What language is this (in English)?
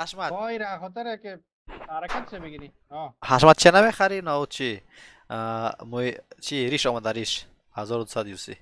Persian